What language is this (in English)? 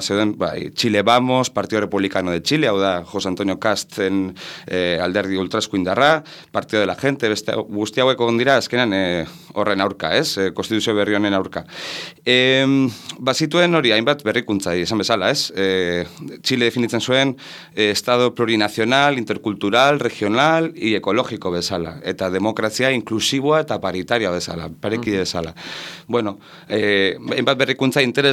Basque